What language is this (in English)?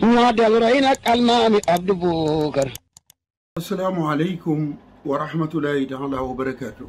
Wolof